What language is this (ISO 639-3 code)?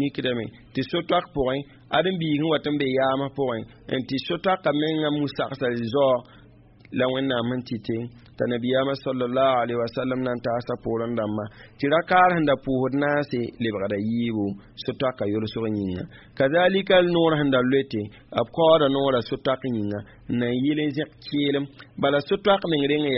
mos